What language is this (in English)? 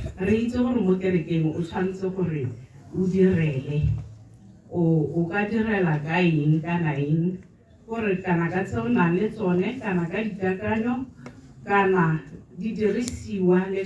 Tswana